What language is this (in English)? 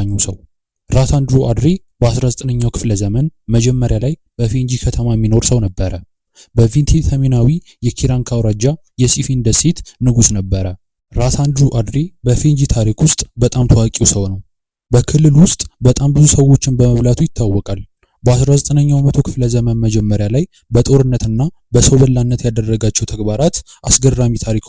Amharic